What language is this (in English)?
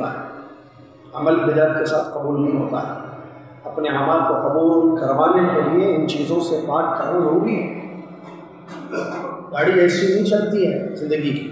Urdu